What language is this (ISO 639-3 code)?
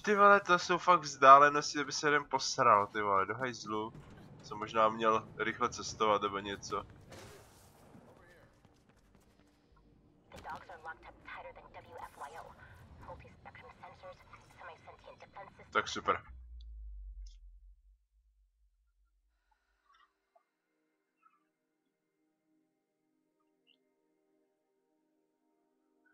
ces